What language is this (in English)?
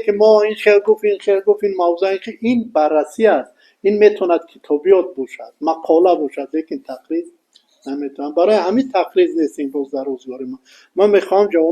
Tajik